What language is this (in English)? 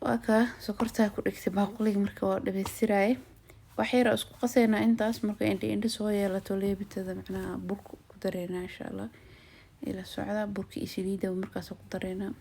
Somali